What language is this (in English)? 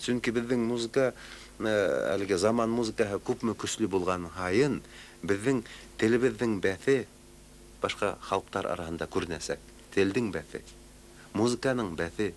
Bashkir